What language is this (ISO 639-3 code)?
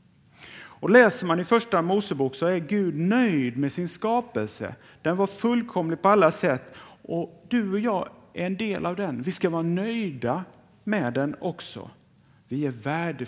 swe